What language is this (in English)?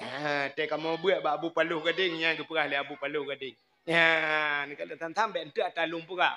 Achinese